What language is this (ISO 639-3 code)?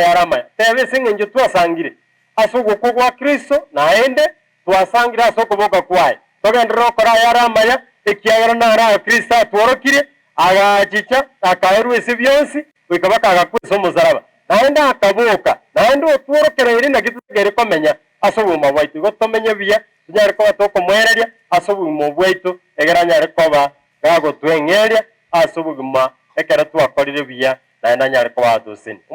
guz